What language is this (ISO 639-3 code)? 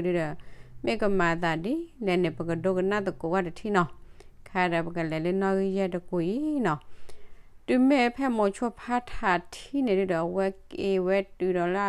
ksw